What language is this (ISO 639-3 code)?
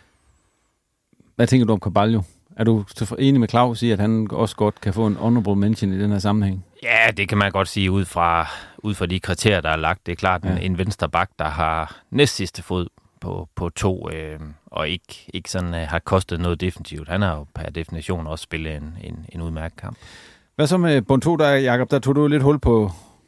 dan